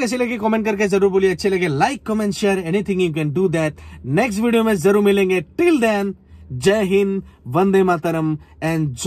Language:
Hindi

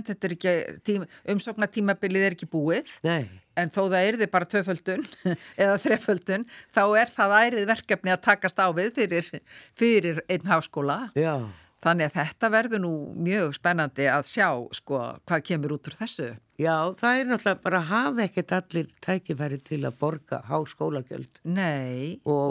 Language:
Icelandic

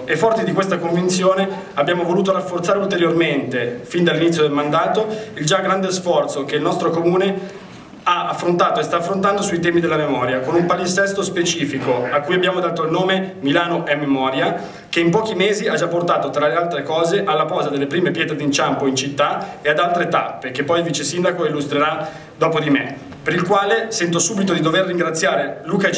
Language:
Italian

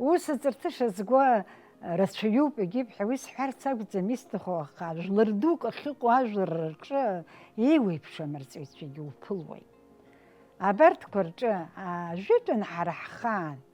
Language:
Abkhazian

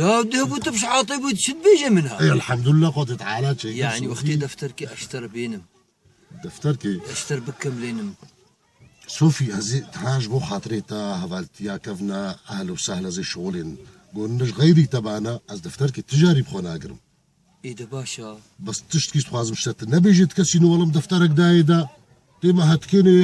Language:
Kurdish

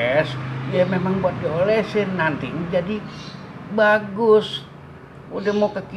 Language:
Betawi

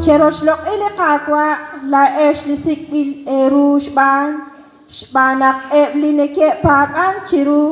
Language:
Kekchí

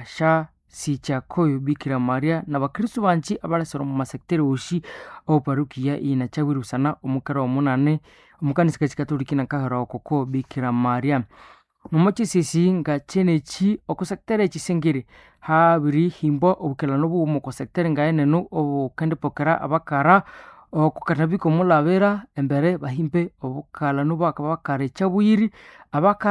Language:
Nande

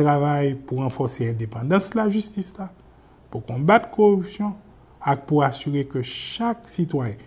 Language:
Haitian Creole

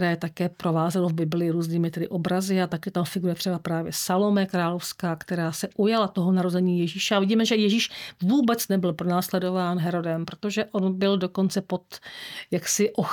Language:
Czech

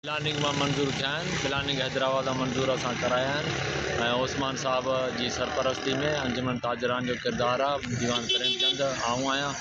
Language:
Sindhi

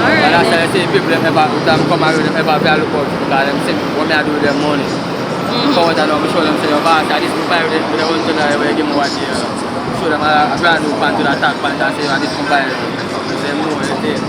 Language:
Jamaican Creole English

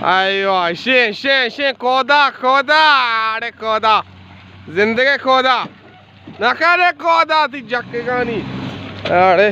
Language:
Baluchi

